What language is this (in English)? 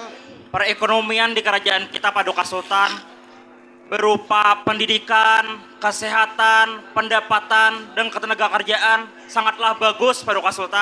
Banjar